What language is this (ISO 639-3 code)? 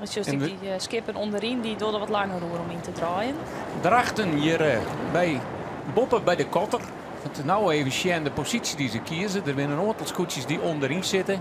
fry